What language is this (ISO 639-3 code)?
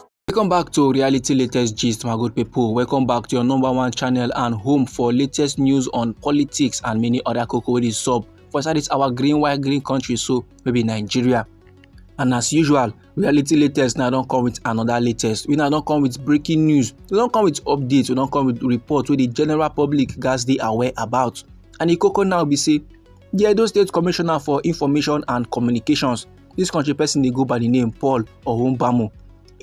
pcm